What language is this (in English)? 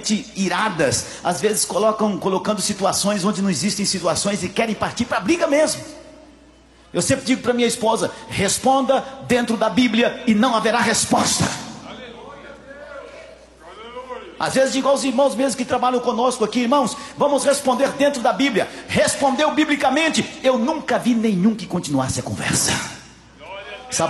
Portuguese